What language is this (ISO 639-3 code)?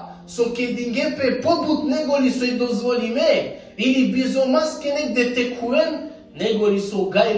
rmn